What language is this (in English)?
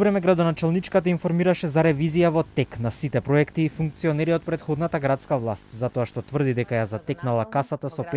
Macedonian